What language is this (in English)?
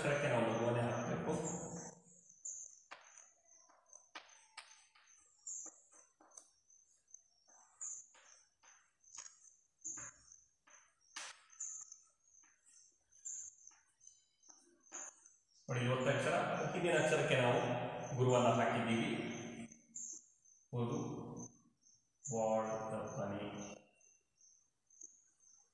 Kannada